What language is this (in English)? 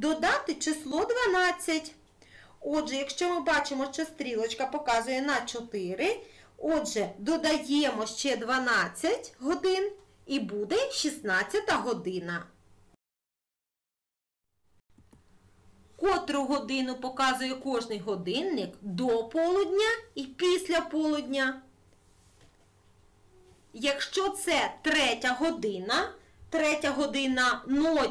Ukrainian